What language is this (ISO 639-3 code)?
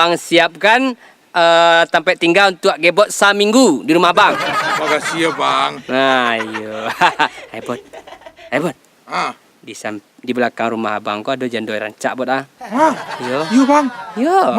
min